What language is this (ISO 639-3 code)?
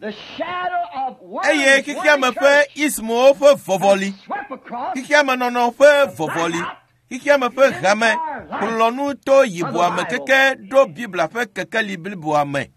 ewe